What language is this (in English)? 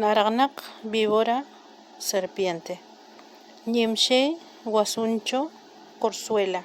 Toba